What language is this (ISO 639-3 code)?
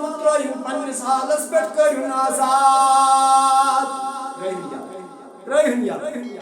kas